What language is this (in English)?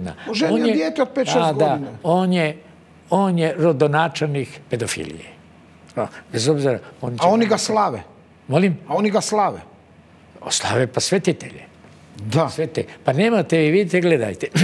Croatian